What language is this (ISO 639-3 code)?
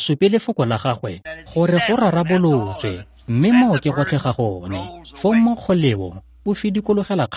tsn